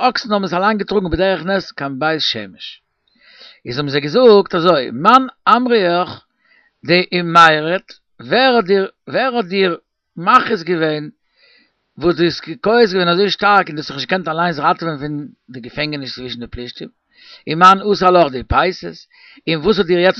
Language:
Yiddish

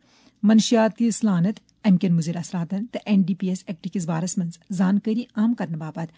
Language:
Kashmiri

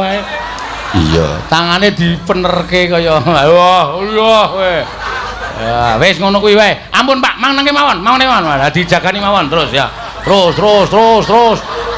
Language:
Javanese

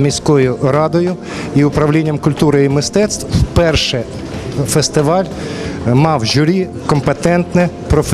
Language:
Ukrainian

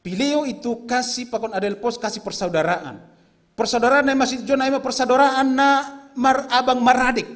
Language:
Batak Simalungun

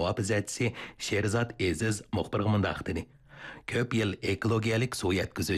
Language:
Uyghur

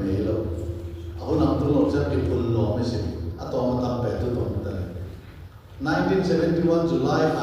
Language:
Tedim Chin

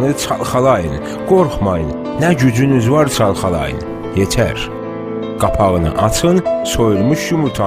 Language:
South Azerbaijani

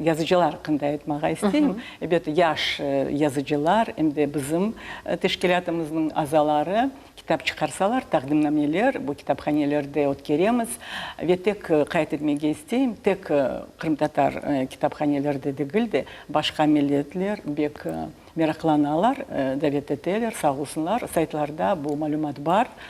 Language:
Crimean Tatar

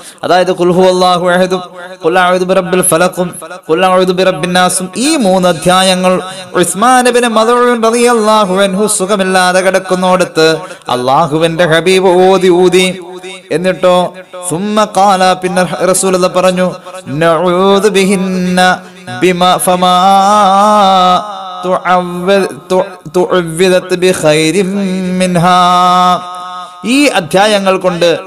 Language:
Malayalam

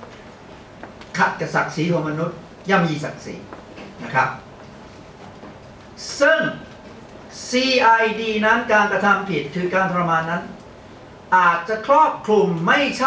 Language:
Thai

